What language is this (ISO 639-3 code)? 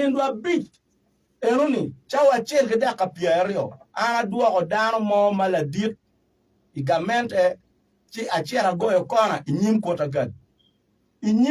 ach